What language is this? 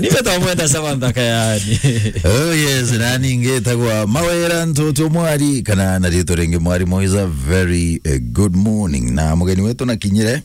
Meru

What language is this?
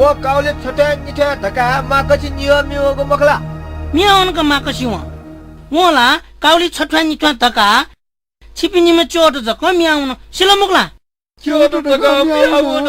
Newari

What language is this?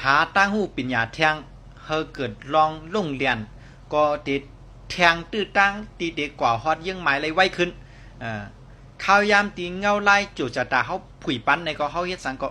Shan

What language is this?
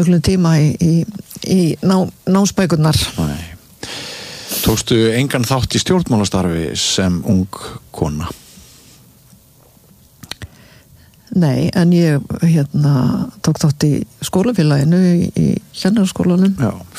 Icelandic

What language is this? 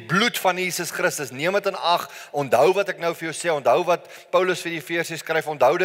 Afrikaans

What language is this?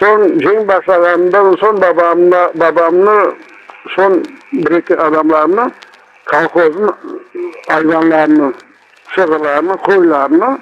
Crimean Tatar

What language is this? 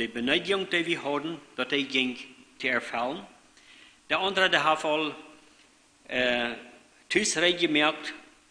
Plautdietsch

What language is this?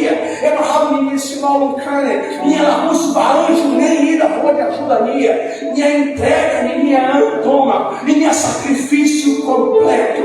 Tetum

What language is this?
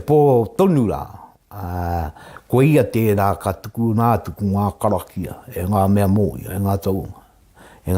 Māori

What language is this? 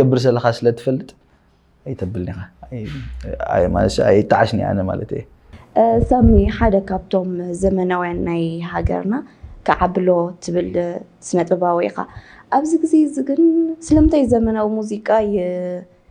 Tigrinya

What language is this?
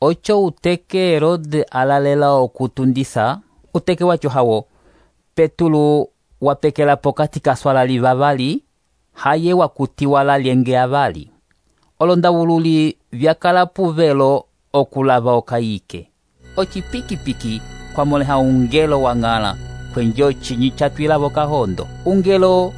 Umbundu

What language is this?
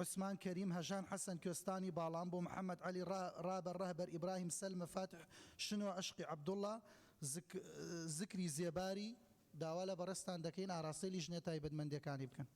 Central Kurdish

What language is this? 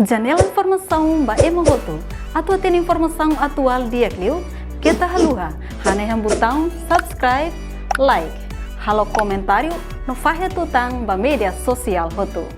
Tetum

